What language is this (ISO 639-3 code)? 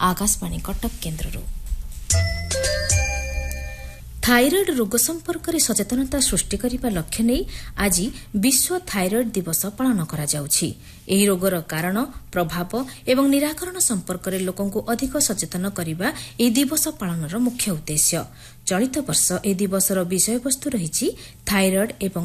ori